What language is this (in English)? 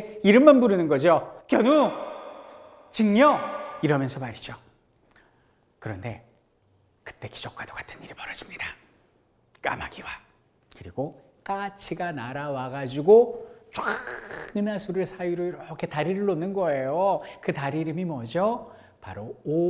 Korean